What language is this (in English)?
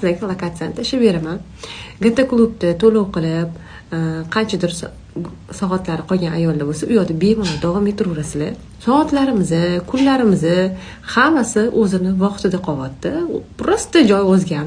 Uzbek